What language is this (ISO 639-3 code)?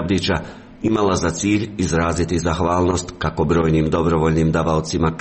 hrv